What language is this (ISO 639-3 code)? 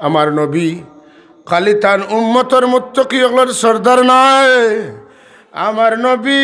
syl